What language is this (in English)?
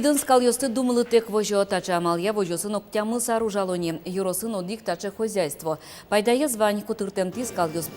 Udmurt